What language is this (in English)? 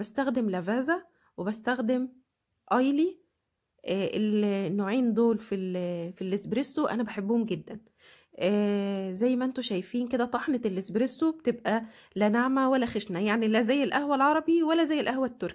Egyptian Arabic